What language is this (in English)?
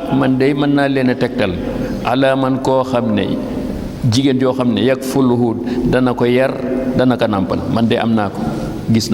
Wolof